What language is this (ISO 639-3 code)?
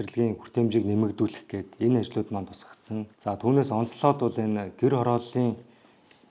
mon